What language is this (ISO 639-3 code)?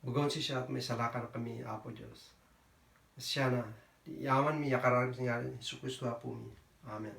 kne